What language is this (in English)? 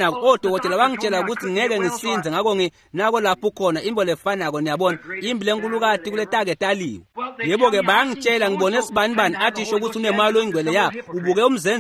Swati